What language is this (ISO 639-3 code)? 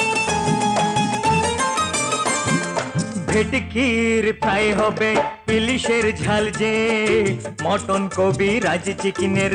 ben